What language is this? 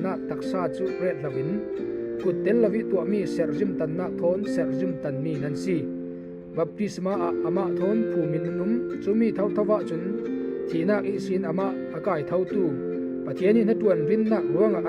Falam Chin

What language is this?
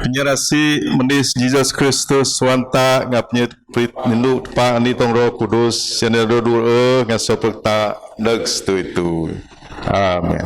Biatah Bidayuh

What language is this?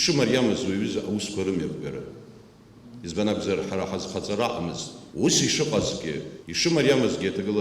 Abkhazian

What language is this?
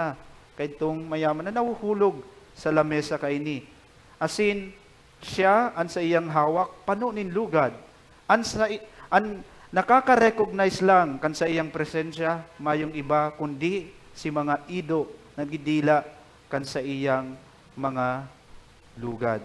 Bikol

